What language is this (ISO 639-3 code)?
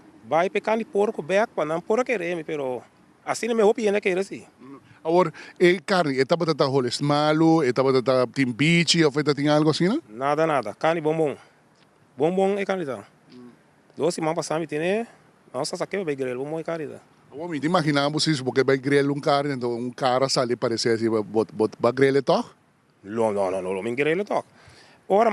pap